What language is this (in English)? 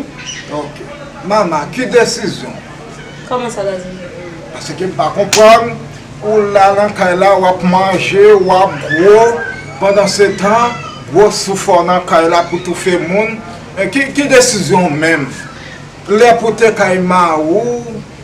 Haitian Creole